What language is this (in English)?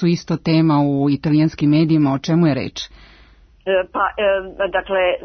Serbian